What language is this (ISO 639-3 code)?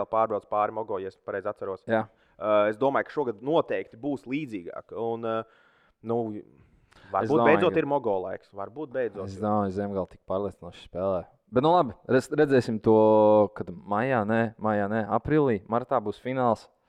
lav